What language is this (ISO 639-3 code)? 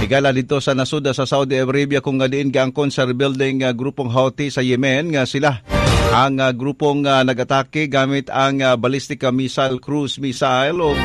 ceb